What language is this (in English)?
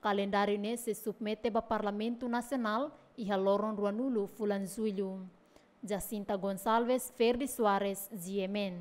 Tetum